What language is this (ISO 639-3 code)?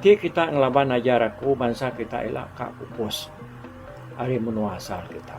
iba